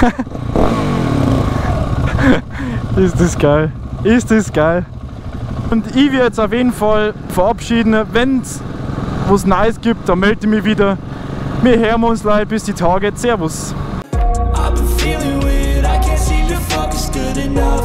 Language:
Bavarian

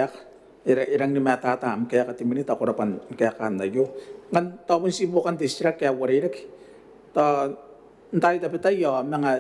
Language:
Gilbertese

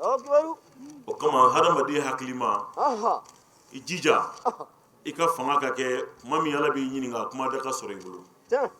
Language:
Bambara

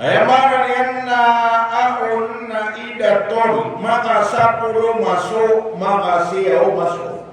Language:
Maranao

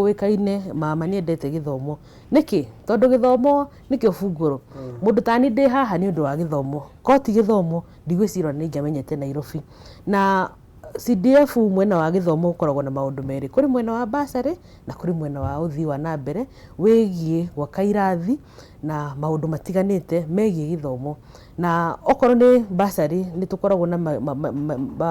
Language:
Kikuyu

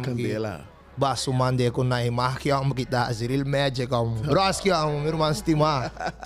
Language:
Papiamento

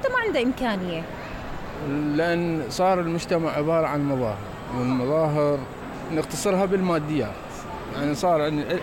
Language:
Mesopotamian Arabic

